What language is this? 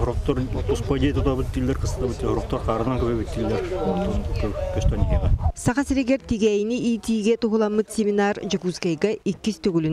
Yakut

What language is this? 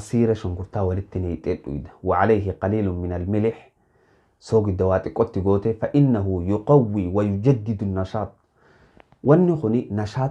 Oromo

